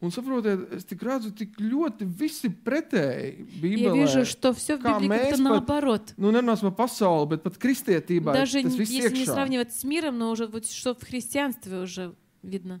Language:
Latvian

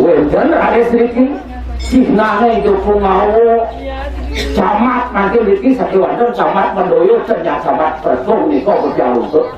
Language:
Balinese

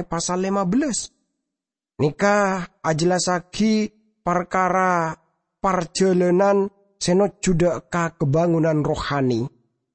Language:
Madurese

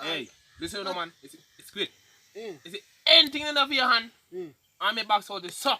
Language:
Jamaican Creole English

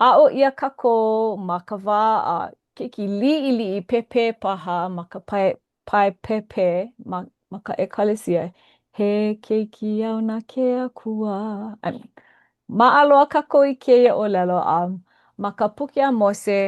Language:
Hawaiian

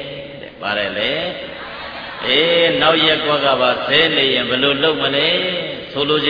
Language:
Burmese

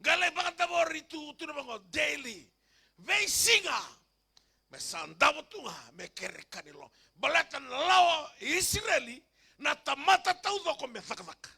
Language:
Fijian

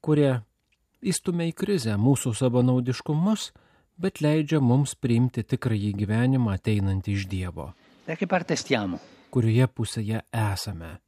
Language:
Lithuanian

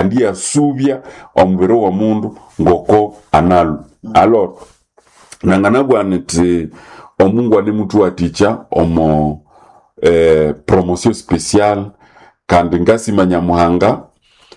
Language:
Nande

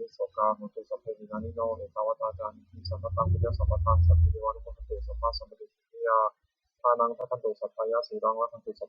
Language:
Pali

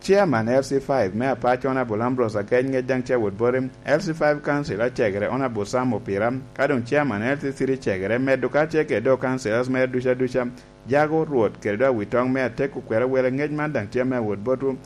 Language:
Lango (Uganda)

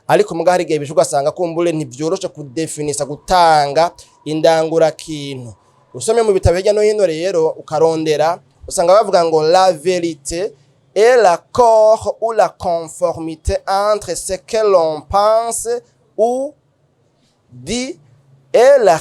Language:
Rundi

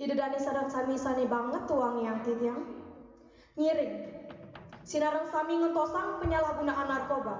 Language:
Balinese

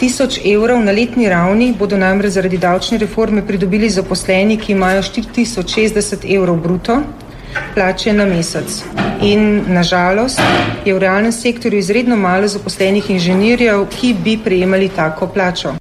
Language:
Slovenian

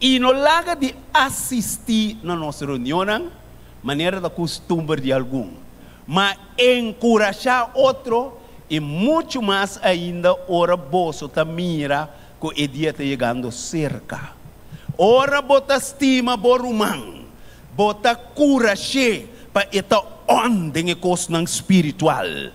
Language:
Papiamento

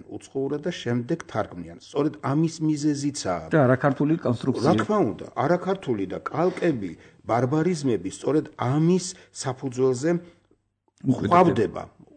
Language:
Georgian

